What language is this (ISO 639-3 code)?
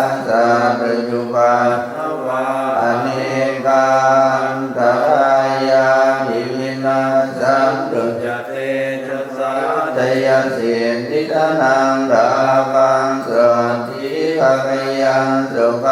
pli